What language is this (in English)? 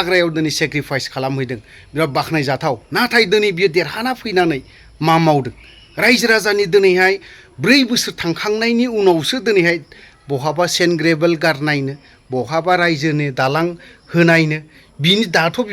Bodo